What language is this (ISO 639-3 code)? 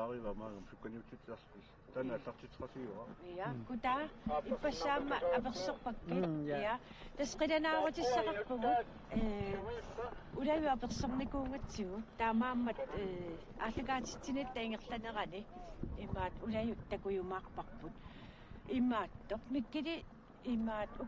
kal